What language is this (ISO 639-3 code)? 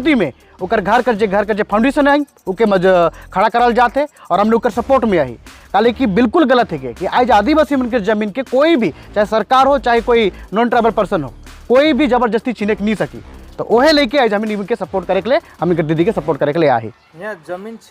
sck